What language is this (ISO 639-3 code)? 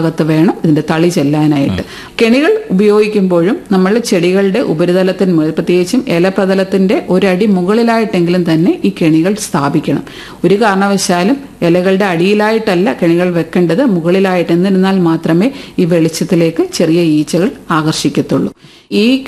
mal